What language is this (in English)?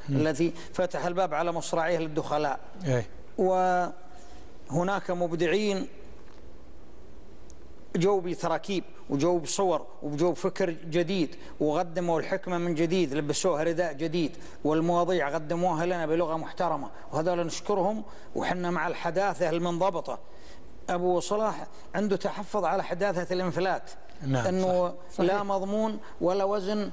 Gulf Arabic